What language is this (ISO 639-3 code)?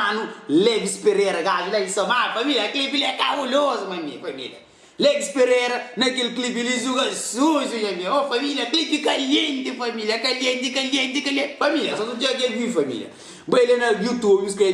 kea